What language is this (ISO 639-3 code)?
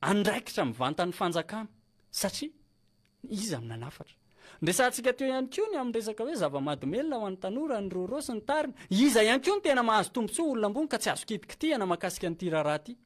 mlg